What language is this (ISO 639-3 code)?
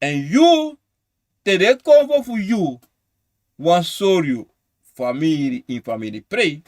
srn